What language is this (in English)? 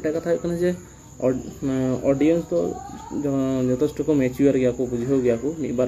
Santali